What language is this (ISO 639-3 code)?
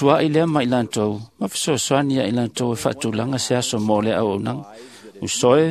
smo